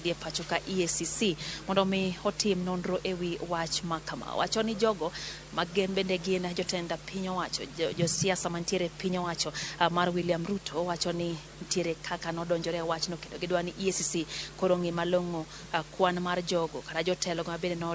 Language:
Luo (Kenya and Tanzania)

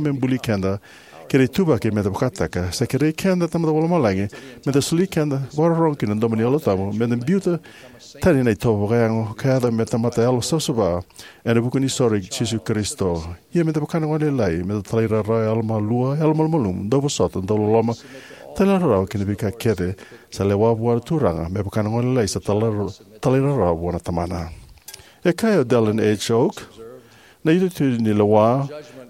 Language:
Fijian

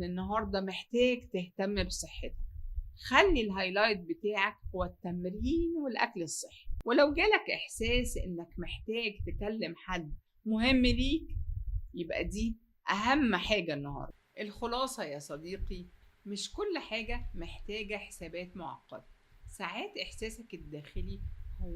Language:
Egyptian Arabic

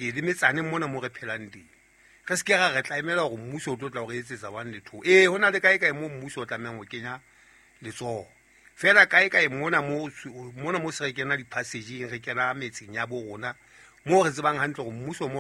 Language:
Southern Sotho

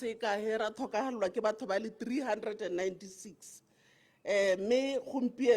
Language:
Tswana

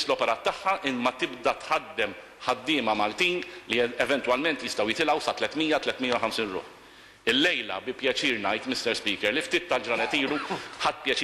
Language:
Maltese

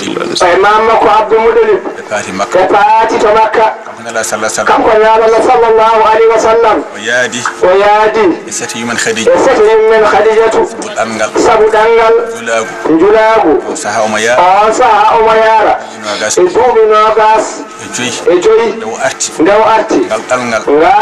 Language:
Fula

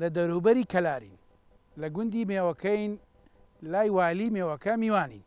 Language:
Central Kurdish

